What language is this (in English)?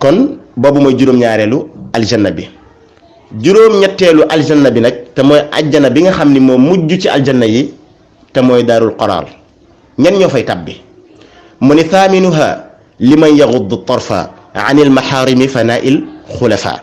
Wolof